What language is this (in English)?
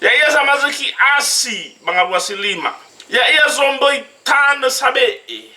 Nias